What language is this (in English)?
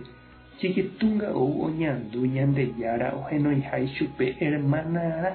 Guarani